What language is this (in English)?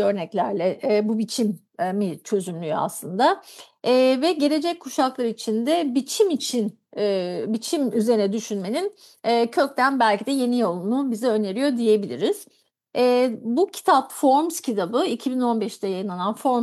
Turkish